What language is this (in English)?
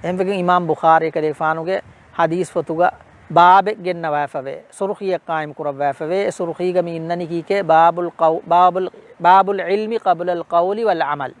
Divehi